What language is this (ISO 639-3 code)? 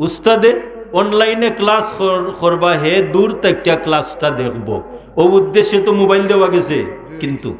syl